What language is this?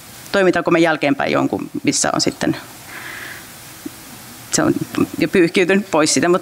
Finnish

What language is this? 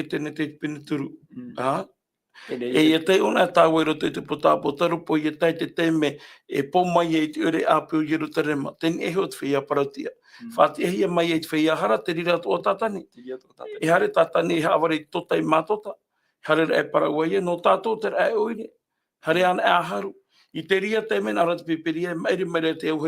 Tahitian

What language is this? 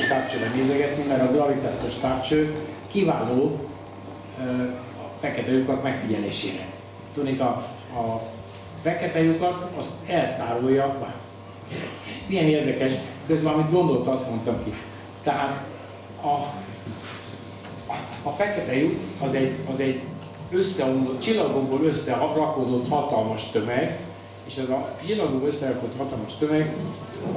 Hungarian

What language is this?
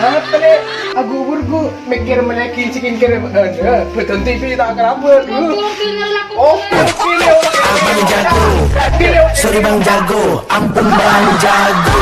Madurese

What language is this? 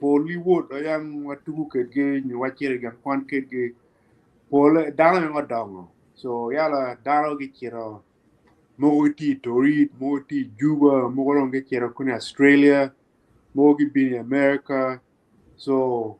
Acoli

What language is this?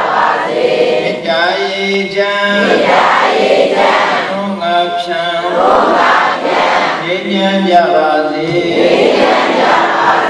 Burmese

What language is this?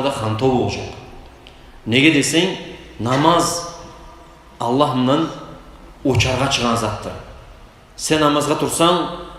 Kumyk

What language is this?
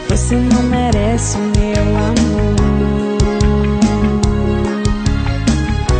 Portuguese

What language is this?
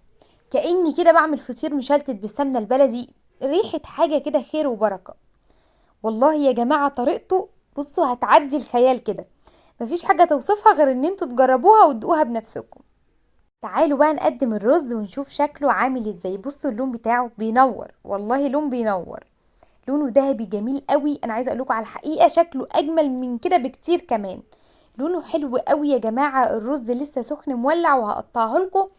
Egyptian Arabic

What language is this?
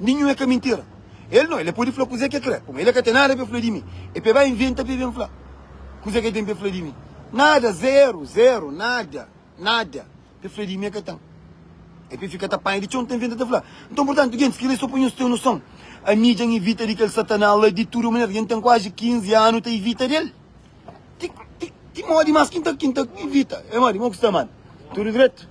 Kabuverdianu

